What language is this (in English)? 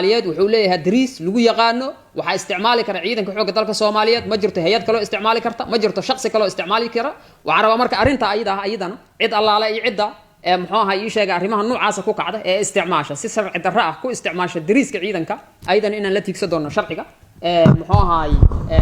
Somali